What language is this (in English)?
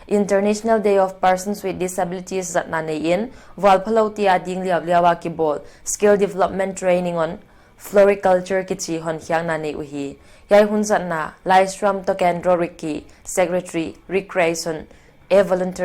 Paite Chin